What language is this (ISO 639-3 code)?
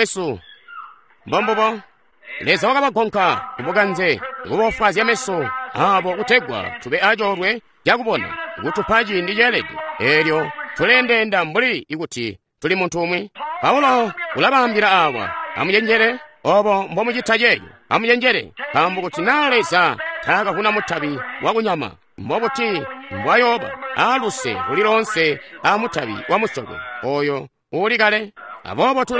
toi